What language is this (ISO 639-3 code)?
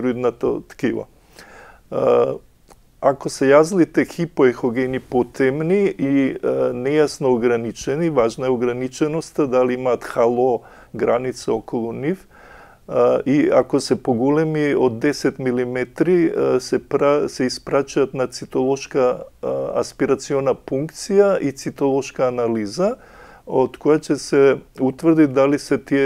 mkd